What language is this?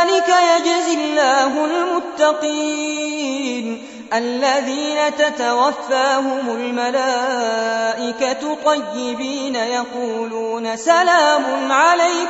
Arabic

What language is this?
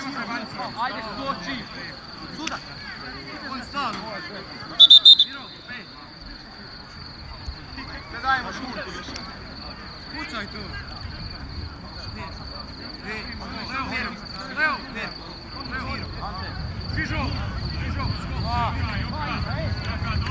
Croatian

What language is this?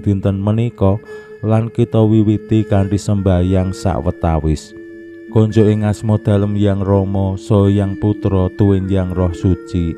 Javanese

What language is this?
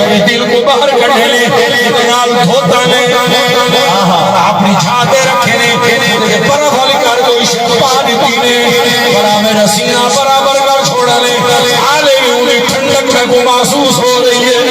Saraiki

